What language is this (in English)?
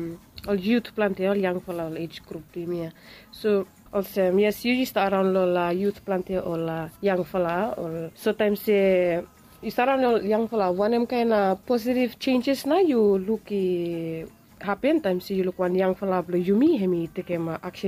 Bislama